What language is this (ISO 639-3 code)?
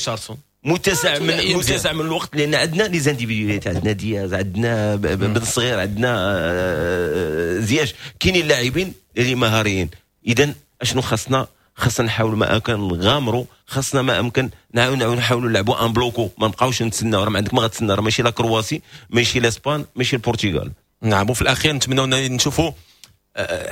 ary